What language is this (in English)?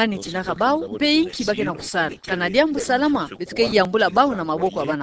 Kituba (Democratic Republic of Congo)